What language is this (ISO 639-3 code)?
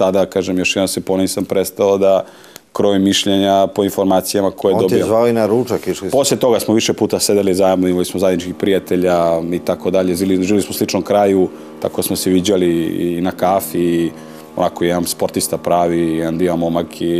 srp